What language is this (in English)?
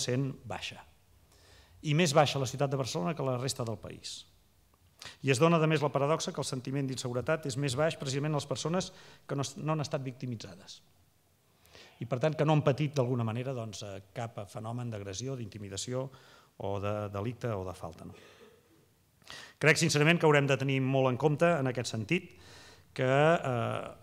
Catalan